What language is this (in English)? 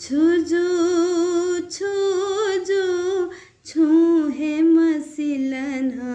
Newari